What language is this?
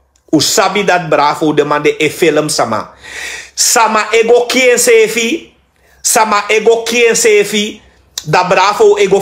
Sranan Tongo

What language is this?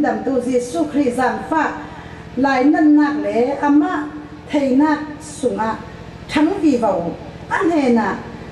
Falam Chin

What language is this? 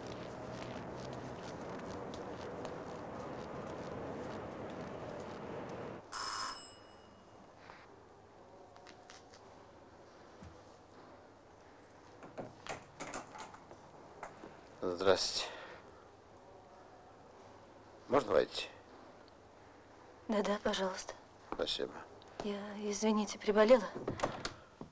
Russian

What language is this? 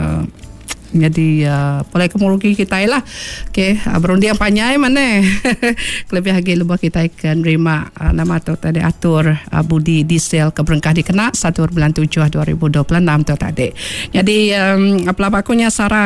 Iban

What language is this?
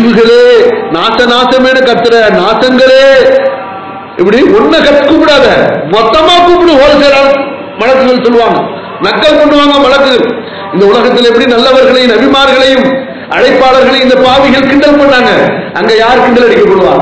Tamil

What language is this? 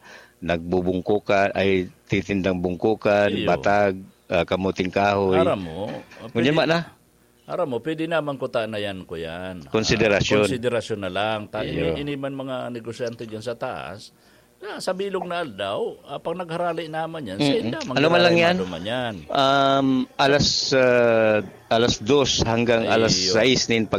Bikol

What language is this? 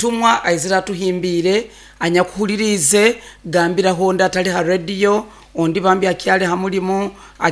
Nyoro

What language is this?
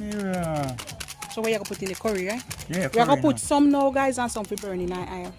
Jamaican Creole English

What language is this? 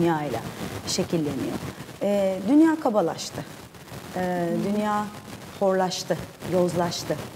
Turkish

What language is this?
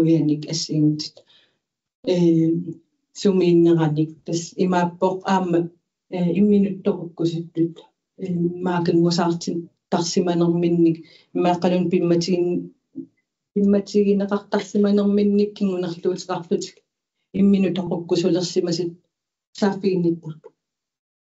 Kalaallisut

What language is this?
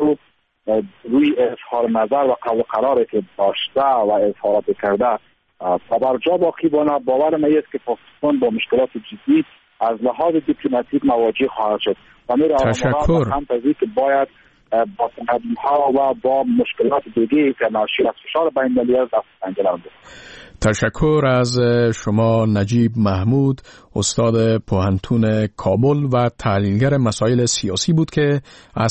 Persian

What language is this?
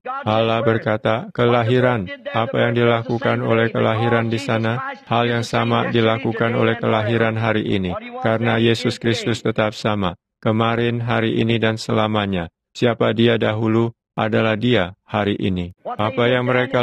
Indonesian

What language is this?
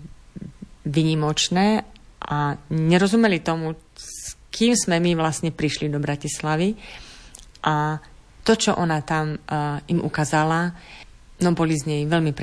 Slovak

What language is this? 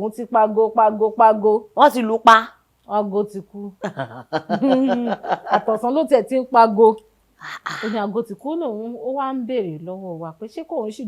Yoruba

